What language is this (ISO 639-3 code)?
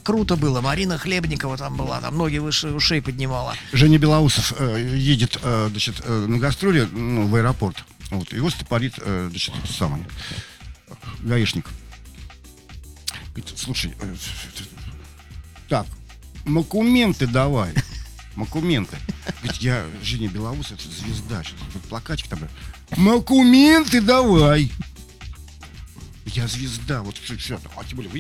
rus